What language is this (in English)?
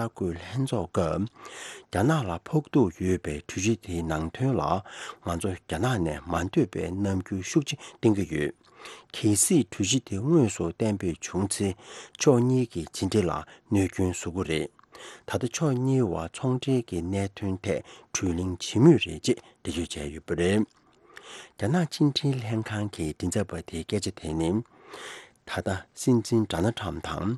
Tibetan